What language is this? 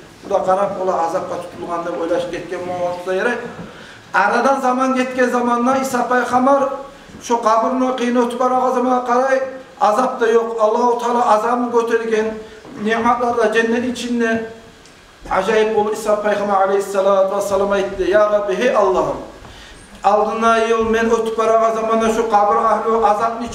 Kumyk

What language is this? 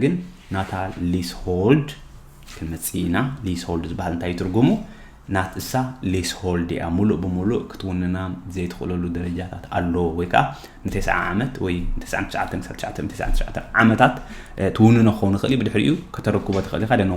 Tigrinya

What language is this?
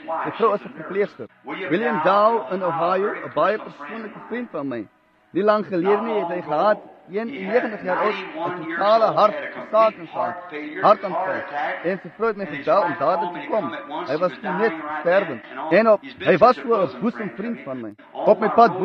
Afrikaans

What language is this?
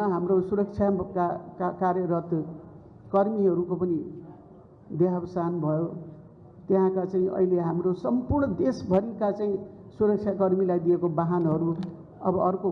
Nepali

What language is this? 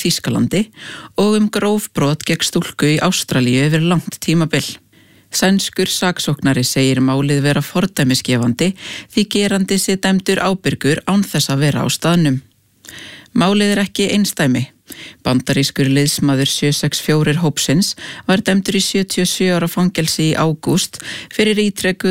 Icelandic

